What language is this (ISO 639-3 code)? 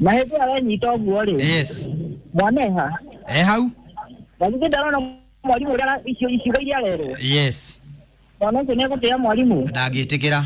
kik